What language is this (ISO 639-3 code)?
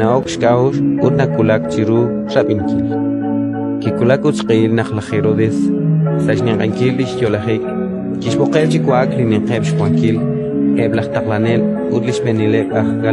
kek